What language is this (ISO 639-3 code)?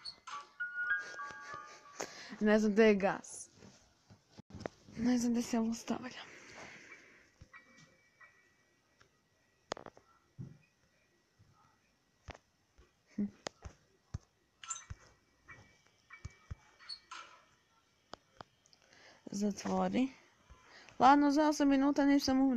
hrv